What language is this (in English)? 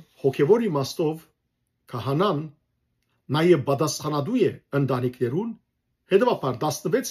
Western Armenian